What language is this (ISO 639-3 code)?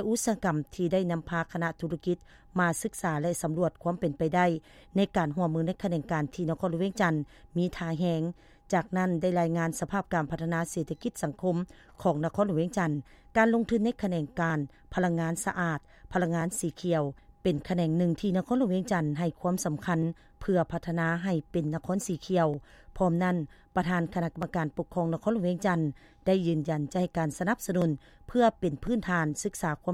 lao